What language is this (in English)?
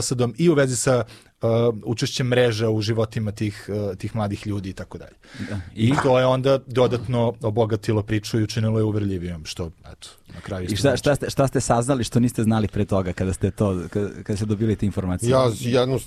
Serbian